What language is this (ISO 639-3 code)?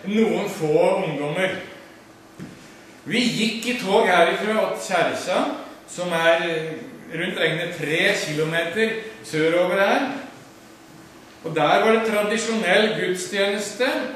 nor